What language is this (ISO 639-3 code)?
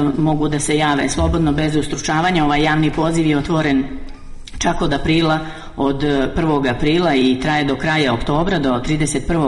srp